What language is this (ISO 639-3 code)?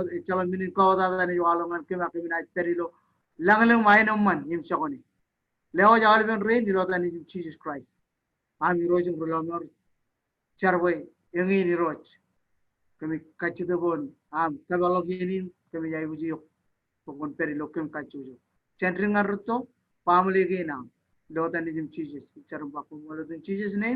mah